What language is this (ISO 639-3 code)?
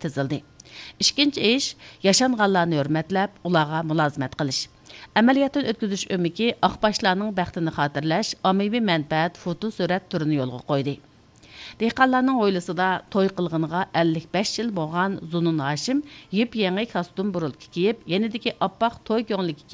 uig